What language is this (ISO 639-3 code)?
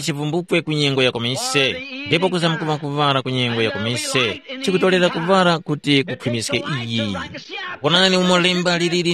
tum